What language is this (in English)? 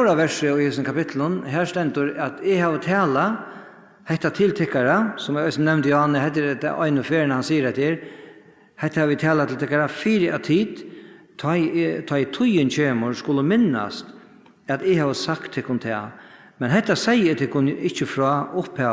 Faroese